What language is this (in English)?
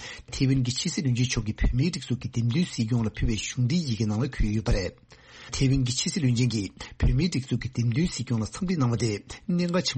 Tibetan